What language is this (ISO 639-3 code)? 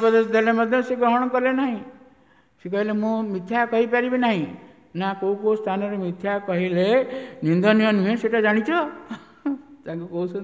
ori